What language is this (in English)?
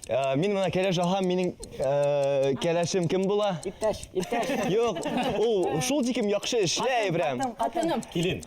Bashkir